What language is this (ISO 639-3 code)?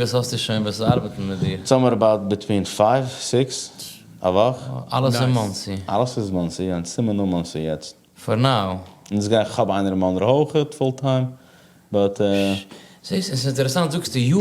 yid